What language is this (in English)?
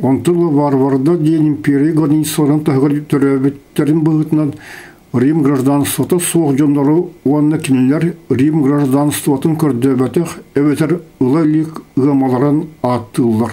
Yakut